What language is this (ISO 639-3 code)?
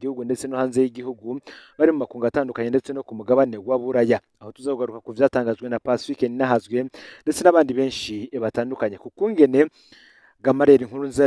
run